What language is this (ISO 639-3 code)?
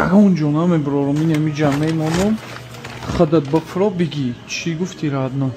tgk